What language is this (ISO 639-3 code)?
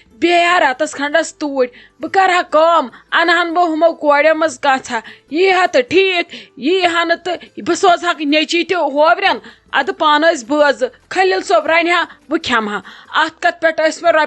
kas